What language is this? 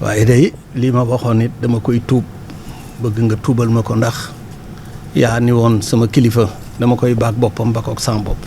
Wolof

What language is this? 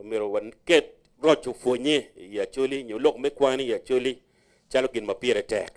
Acoli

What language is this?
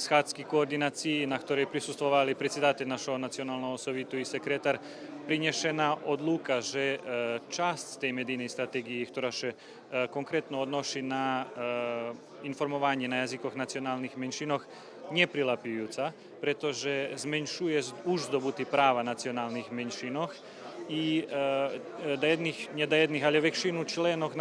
Rusyn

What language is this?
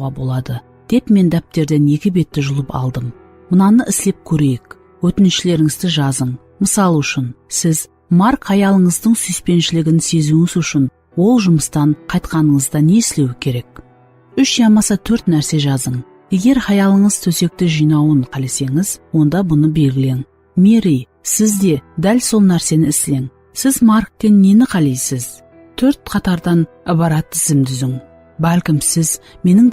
Kara-Kalpak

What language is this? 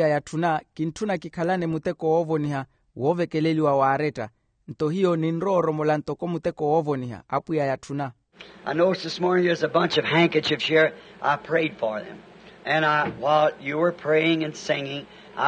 Makhuwa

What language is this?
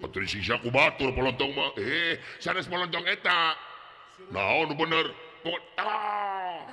Sundanese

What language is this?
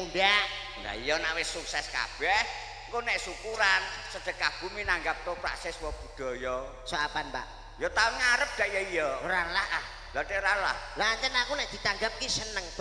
Javanese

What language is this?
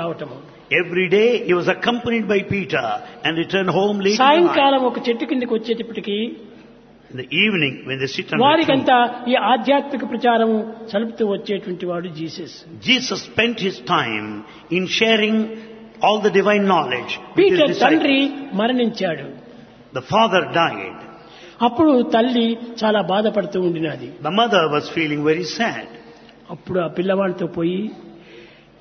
Telugu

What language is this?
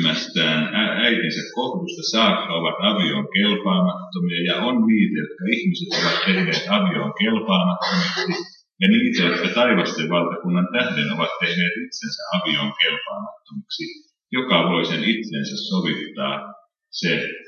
Finnish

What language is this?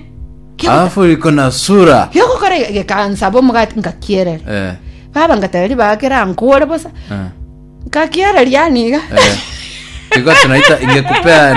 Gusii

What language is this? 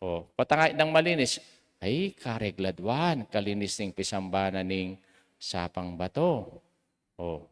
Pampanga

